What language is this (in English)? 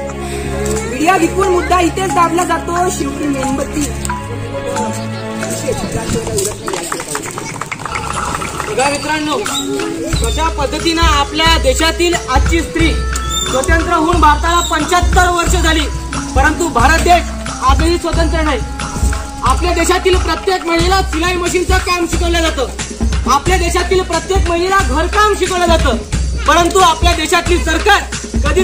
Marathi